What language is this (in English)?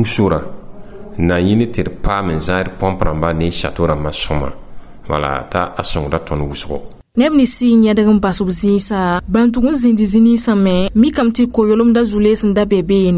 Mossi